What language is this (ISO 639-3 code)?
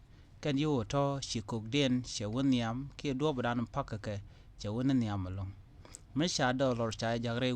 nus